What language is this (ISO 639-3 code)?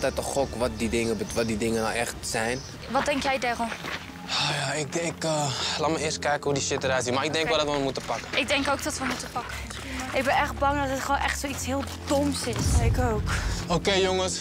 nld